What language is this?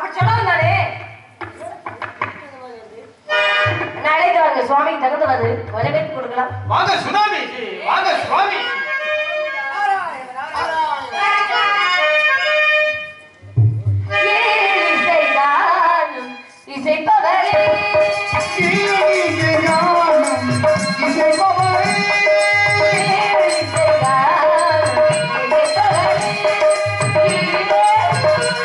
Tamil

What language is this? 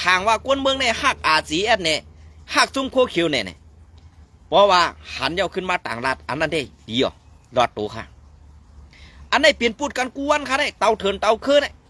Shan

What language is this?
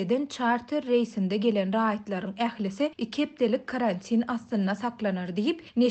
Turkmen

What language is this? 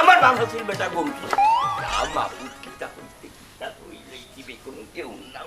Sylheti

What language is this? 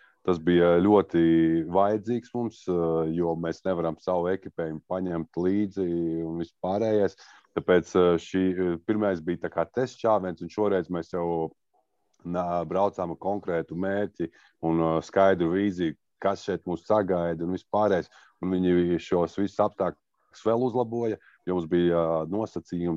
Latvian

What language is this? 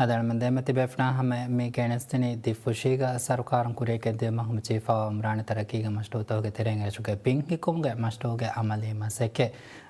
Divehi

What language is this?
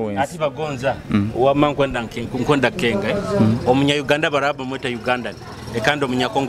Nyoro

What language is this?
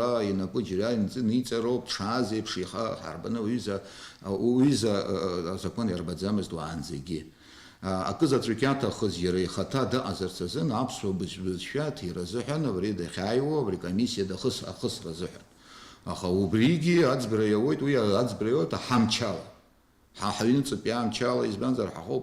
Abkhazian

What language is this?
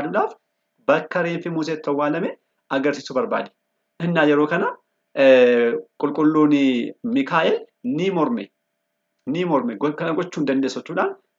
Oromo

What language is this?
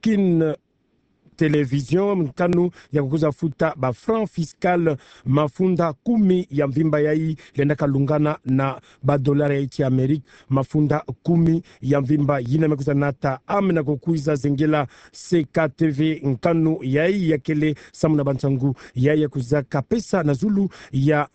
Kituba (Democratic Republic of Congo)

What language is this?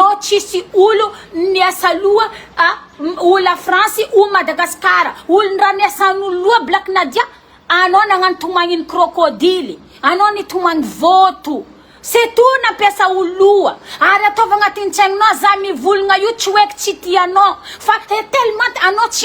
Malagasy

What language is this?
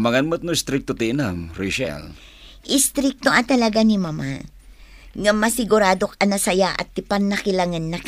Iloko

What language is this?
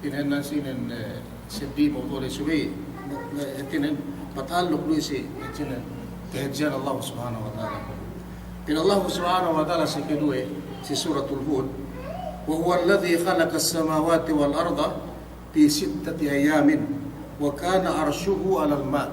Yakan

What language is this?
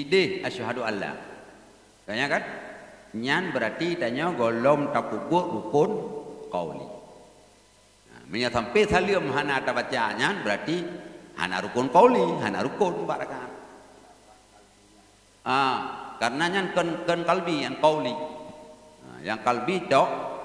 Achinese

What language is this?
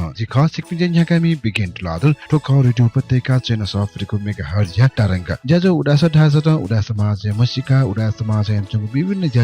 Newari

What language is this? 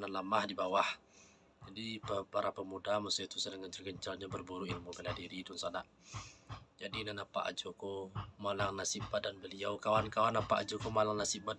Minangkabau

